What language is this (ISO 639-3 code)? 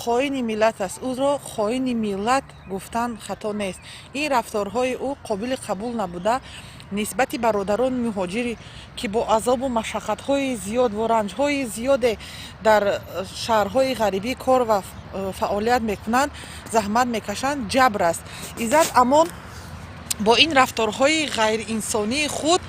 tgk